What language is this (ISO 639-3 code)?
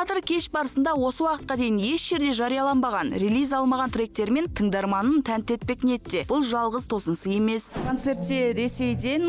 kaz